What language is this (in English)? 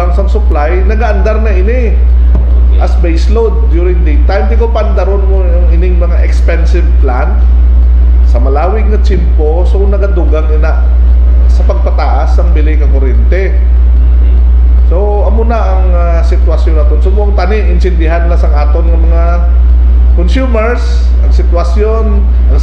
Hiligaynon